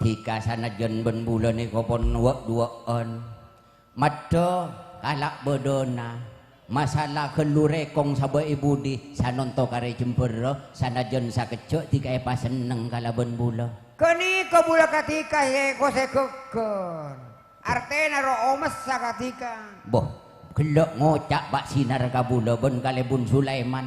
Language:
Madurese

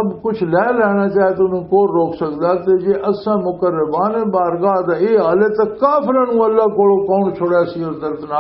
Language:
Western Panjabi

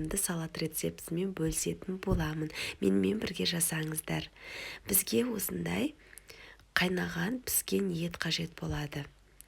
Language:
Kazakh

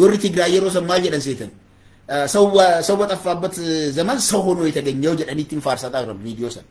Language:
Oromo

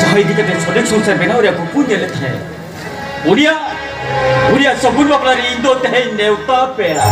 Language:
Santali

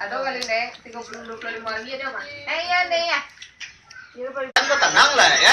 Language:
Minangkabau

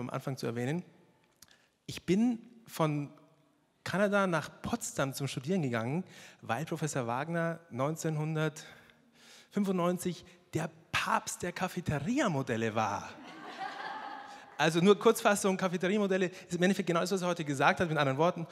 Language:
German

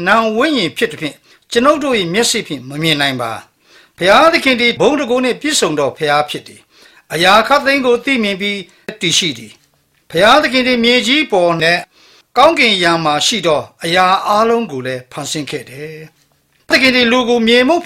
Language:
Burmese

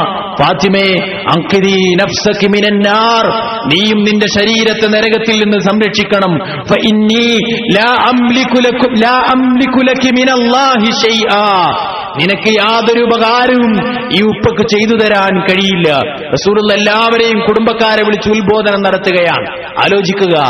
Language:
Malayalam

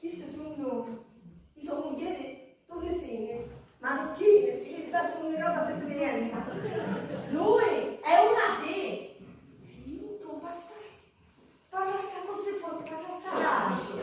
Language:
Sicilian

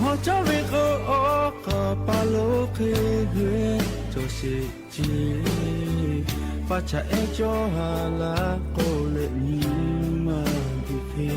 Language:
Lahu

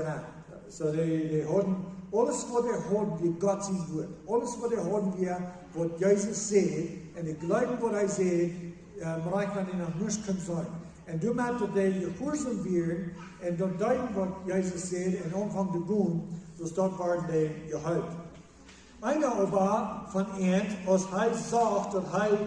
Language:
Plautdietsch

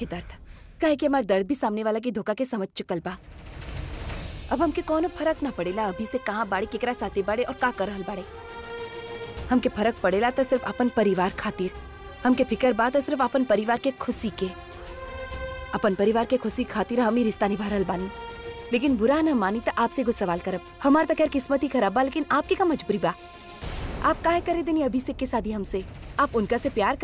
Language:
Bhojpuri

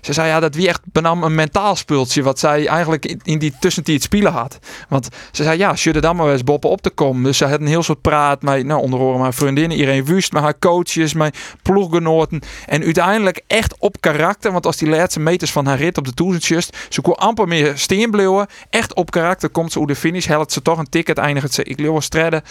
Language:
Western Frisian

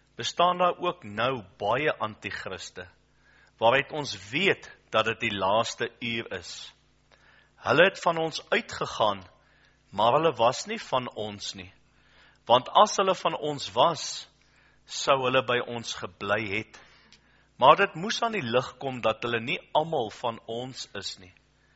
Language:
Afrikaans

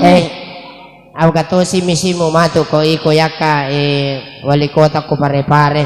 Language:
Buginese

